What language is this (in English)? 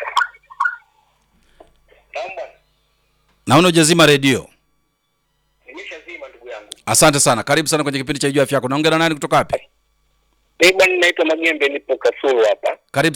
Swahili